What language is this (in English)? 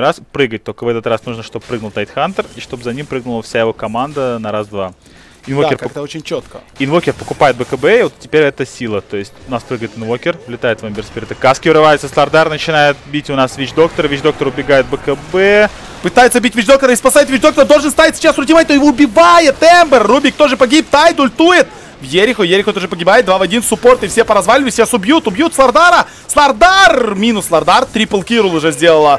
Russian